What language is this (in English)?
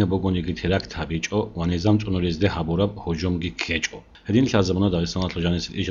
Avaric